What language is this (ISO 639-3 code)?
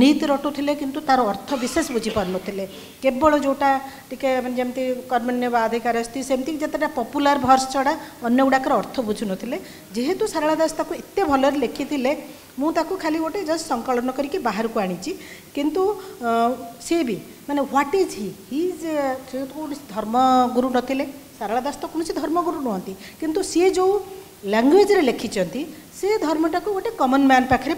ori